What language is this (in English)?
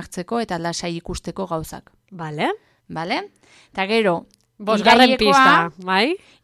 Basque